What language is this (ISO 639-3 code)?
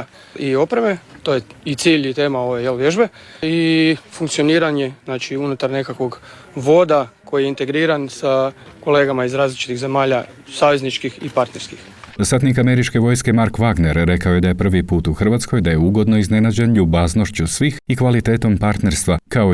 hrv